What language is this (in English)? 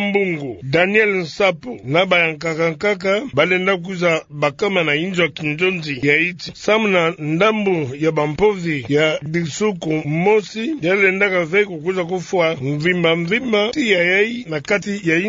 Kituba (Democratic Republic of Congo)